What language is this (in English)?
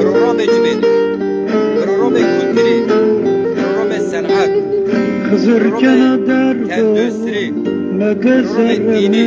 Zaza